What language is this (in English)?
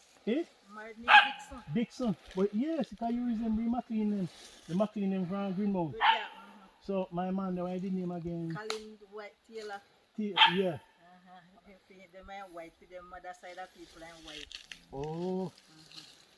Jamaican Creole English